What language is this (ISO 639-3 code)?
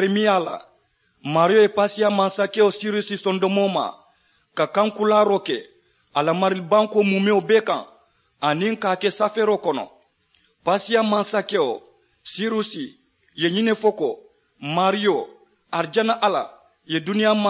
man